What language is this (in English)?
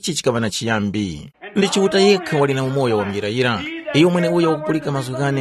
Tumbuka